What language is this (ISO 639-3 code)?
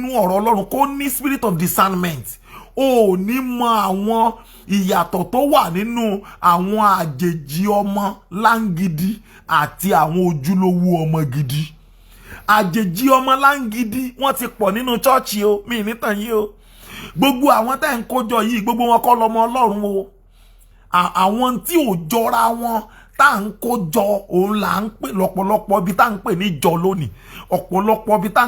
yor